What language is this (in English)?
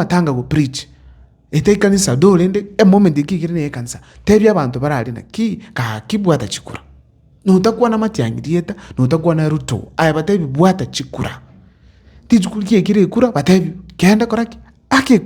Gusii